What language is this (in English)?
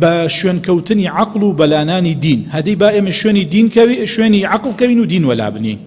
Central Kurdish